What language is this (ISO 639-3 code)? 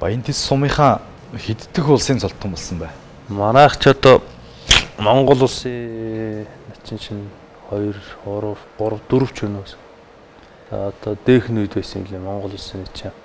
mon